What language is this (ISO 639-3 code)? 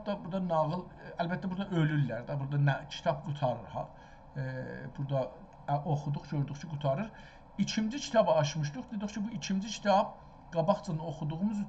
azb